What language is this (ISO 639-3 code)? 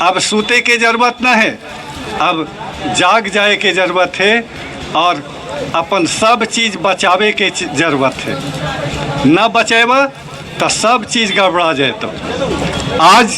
mag